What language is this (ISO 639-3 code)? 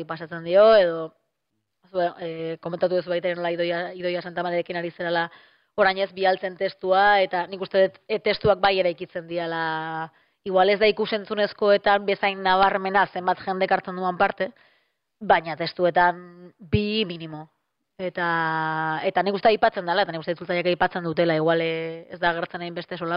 eus